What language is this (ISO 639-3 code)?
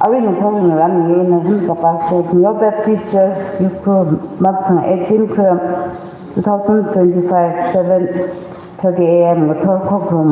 nmf